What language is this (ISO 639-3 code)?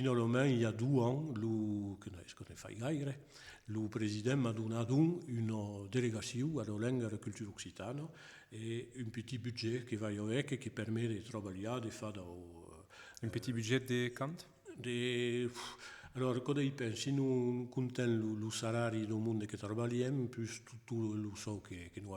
oci